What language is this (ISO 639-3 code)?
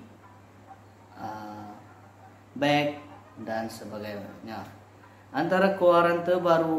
msa